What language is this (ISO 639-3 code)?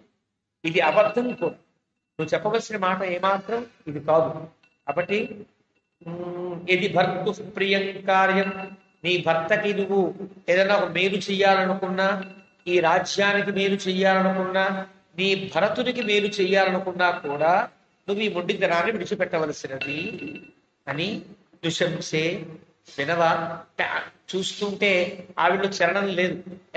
tel